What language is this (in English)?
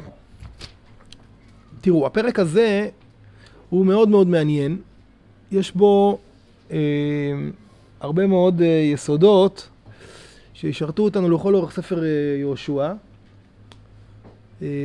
Hebrew